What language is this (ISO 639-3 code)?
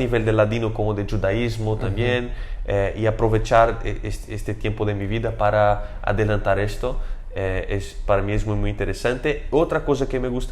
lad